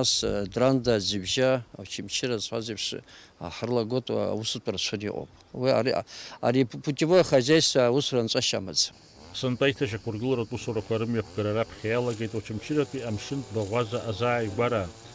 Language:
Abkhazian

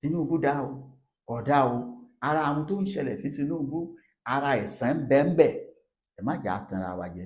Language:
Yoruba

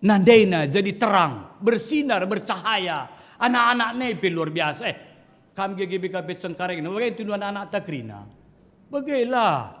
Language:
Batak Karo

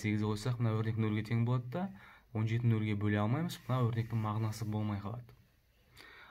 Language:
Kazakh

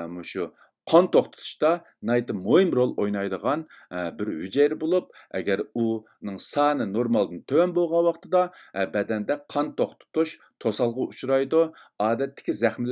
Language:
Uyghur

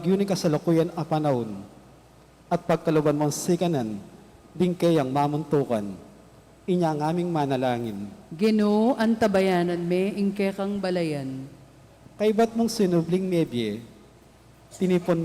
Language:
Pampanga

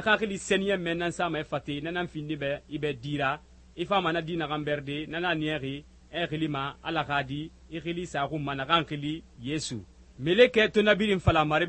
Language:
Susu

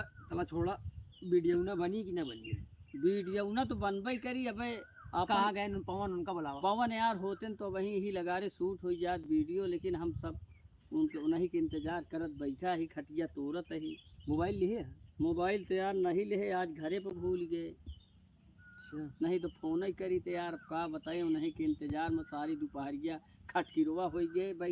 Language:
Awadhi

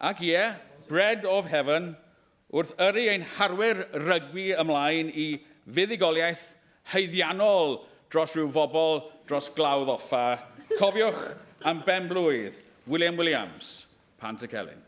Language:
Welsh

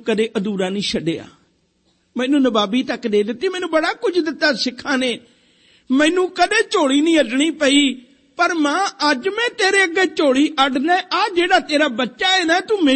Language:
Punjabi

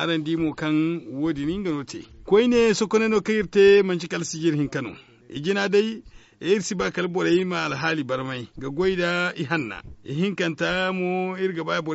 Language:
Zarma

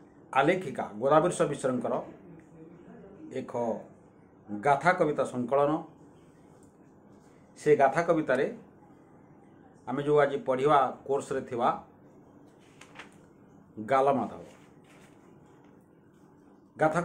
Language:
Odia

